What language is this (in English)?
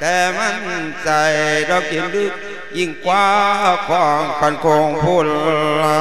Lao